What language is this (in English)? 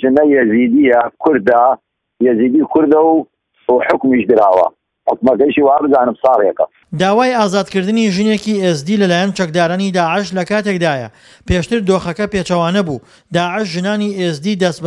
Central Kurdish